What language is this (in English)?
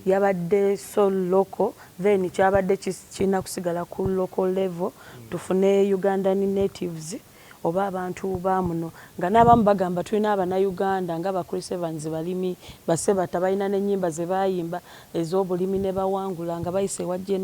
Ganda